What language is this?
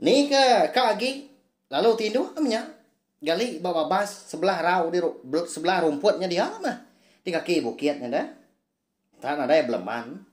Iban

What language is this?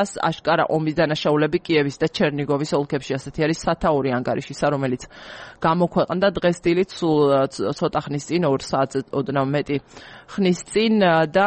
Georgian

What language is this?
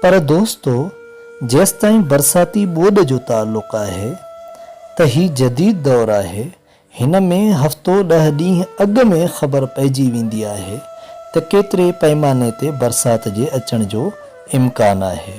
Sindhi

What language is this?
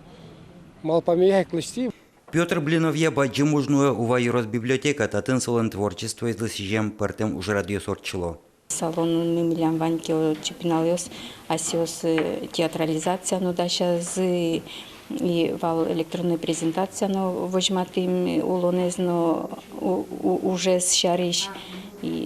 Udmurt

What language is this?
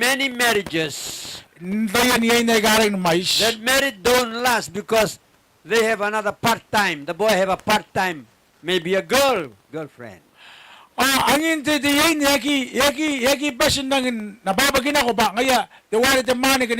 Gilbertese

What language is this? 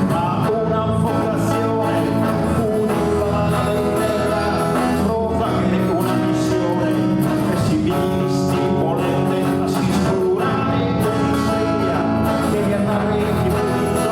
Sardinian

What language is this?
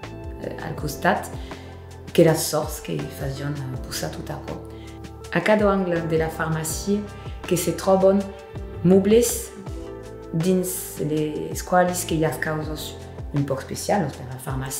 Occitan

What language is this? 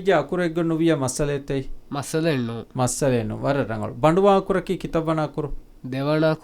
Divehi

